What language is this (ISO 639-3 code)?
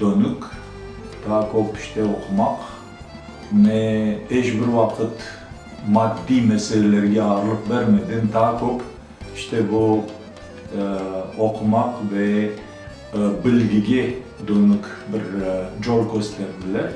crh